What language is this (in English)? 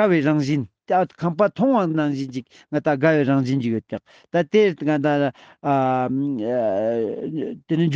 Ladakhi